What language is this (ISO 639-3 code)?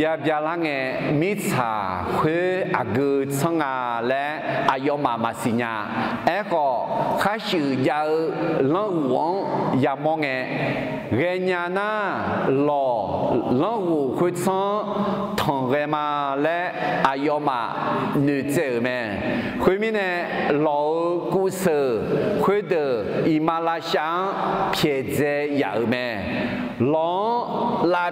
ahk